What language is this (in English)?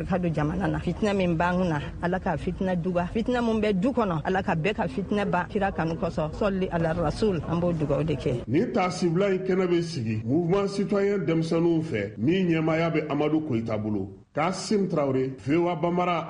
Bambara